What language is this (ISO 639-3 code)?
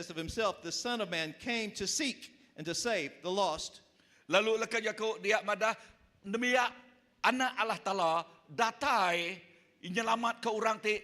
iba